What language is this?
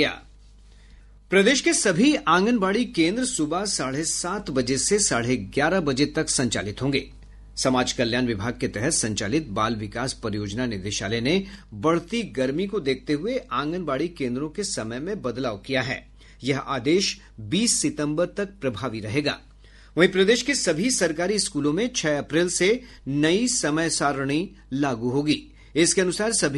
Hindi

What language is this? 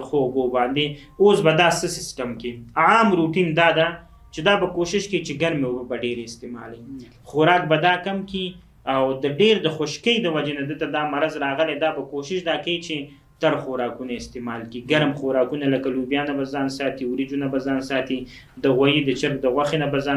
Pashto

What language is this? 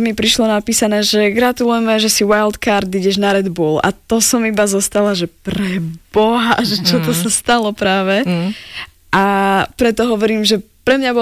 Slovak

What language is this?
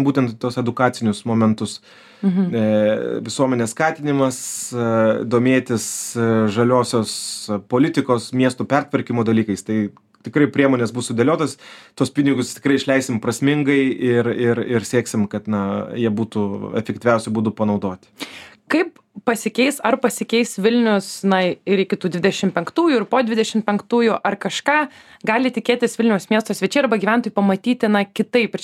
Lithuanian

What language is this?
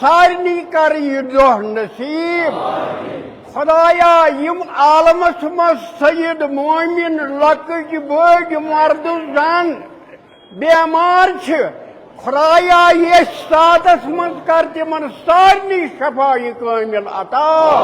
Kashmiri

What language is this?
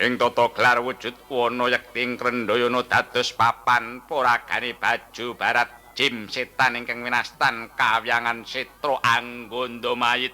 Javanese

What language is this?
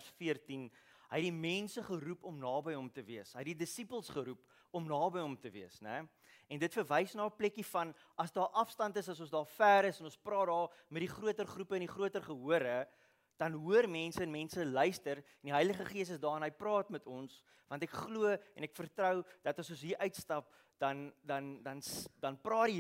Afrikaans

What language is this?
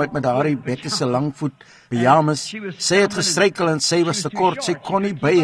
Afrikaans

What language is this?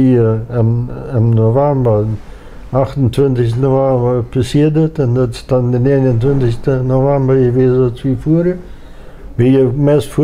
Plautdietsch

